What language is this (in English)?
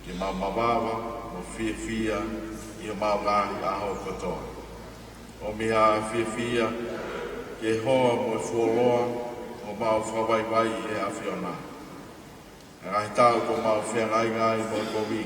Tongan